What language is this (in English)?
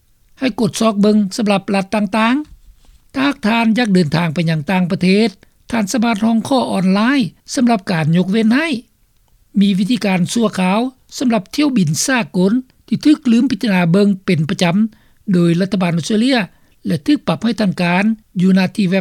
Lao